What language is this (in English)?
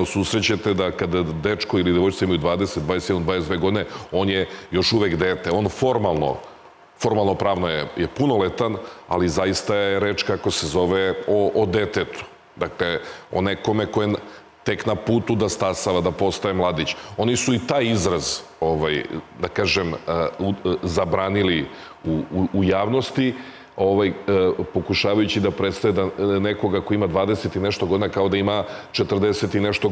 Serbian